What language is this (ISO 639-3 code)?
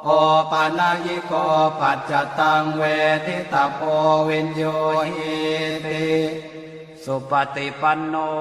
pli